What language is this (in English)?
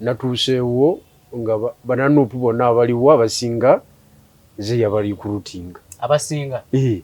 Ganda